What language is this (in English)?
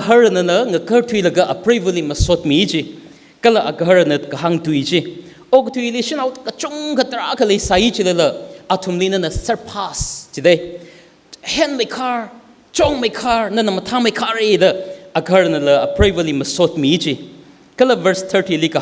Tangkhul Naga (India)